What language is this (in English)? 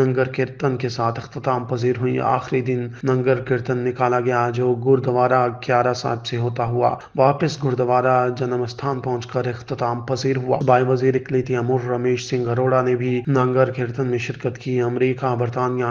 Urdu